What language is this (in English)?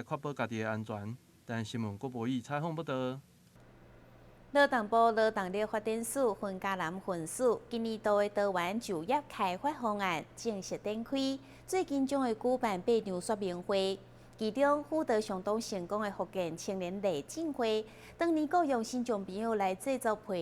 Min Nan Chinese